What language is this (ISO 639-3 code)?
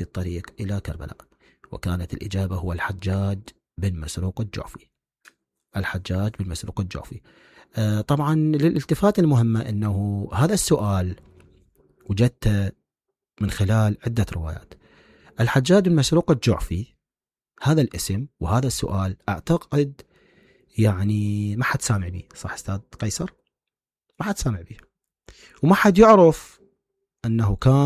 acm